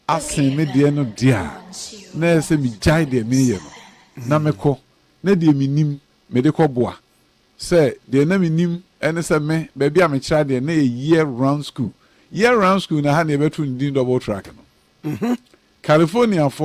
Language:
Akan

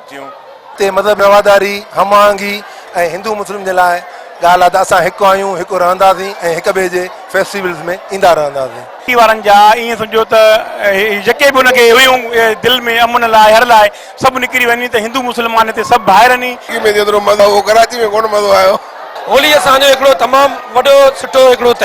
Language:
Sindhi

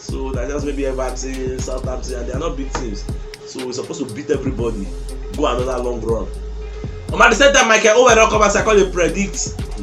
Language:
Nigerian Pidgin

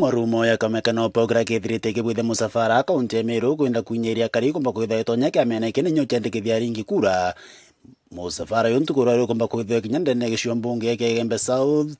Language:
Meru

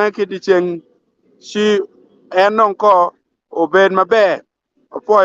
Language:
Acoli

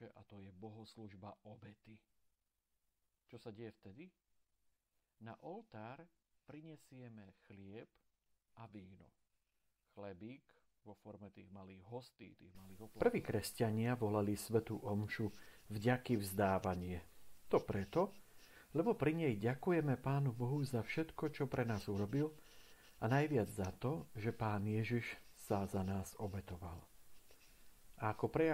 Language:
Slovak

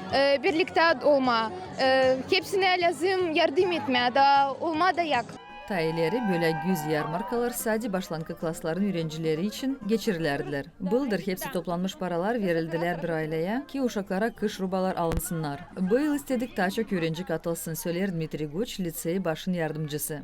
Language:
Gagauz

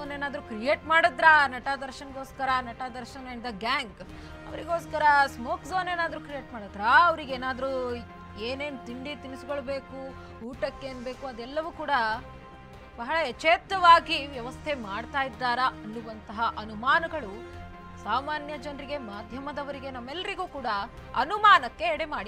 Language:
Kannada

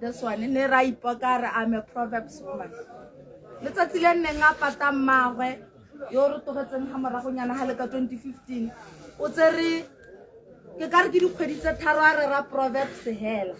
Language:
Tswana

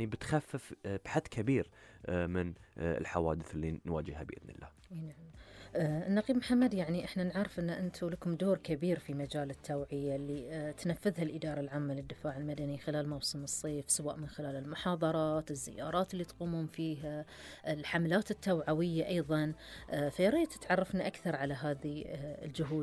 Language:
Gulf Arabic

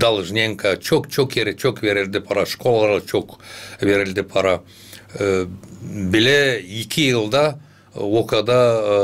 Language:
Gagauz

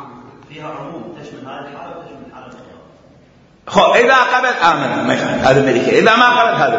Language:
Mesopotamian Arabic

